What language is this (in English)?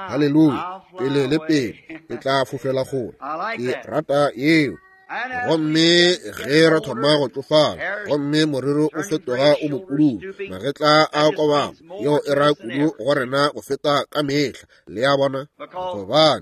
Northern Sotho